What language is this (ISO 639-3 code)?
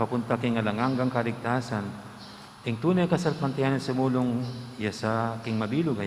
pam